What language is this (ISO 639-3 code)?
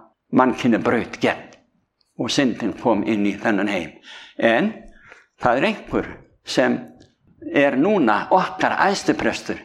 isl